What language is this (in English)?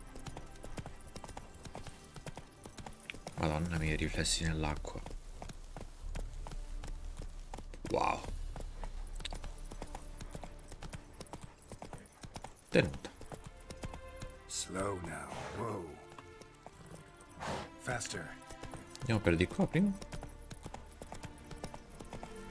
Italian